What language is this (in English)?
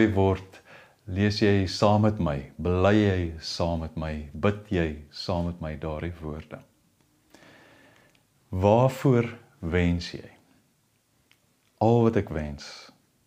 Afrikaans